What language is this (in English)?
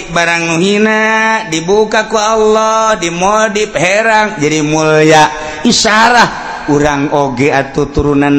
Sundanese